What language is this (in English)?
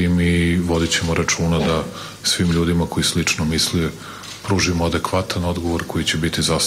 Serbian